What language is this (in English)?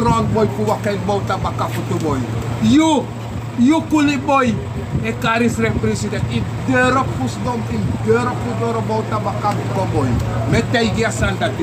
Sranan Tongo